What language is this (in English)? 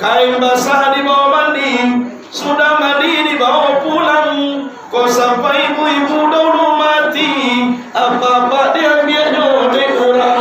Minangkabau